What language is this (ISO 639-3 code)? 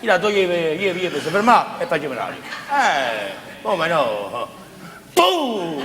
nap